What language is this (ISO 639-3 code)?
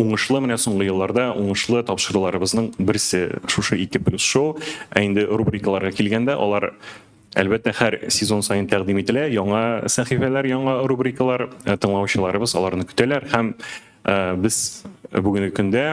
tat